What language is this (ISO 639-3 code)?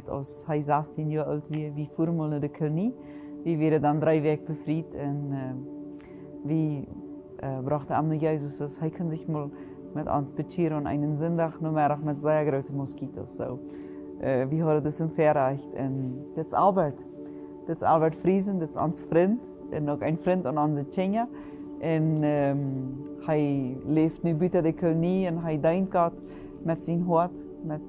pdt